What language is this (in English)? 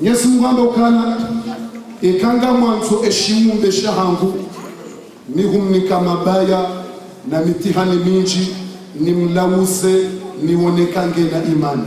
Ngazidja Comorian